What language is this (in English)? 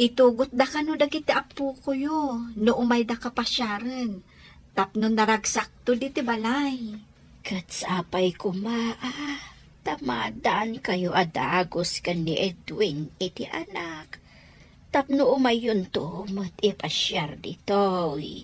Iloko